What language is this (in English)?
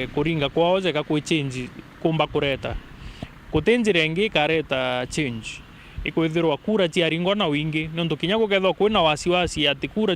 Meru